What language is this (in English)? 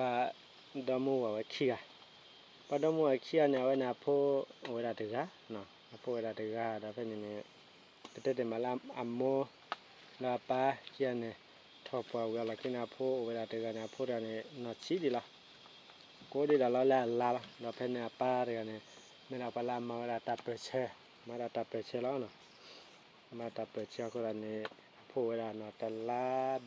S'gaw Karen